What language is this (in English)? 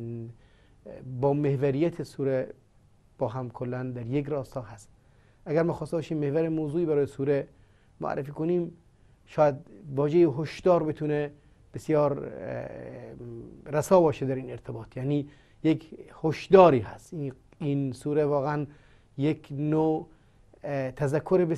Persian